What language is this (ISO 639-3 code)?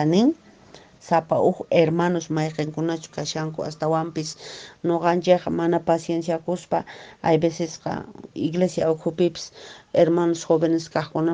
que